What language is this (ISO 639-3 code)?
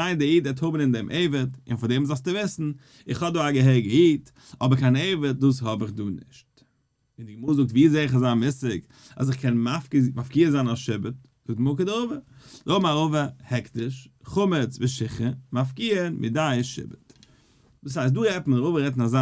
yid